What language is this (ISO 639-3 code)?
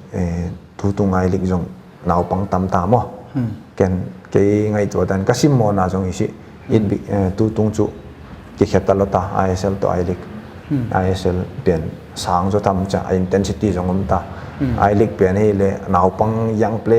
pck